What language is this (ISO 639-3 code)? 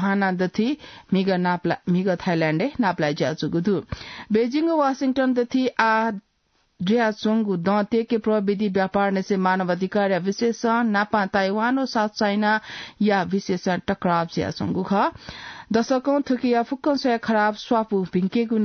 new